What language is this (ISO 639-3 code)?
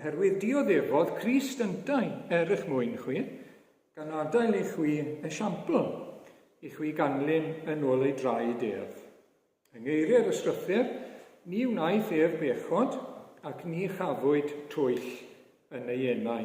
cym